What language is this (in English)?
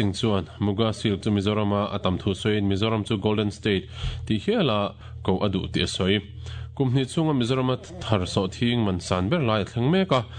Mizo